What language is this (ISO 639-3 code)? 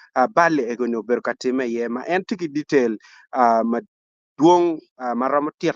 ach